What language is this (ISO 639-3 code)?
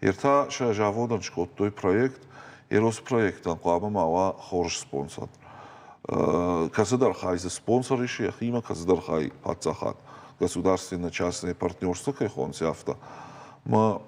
oss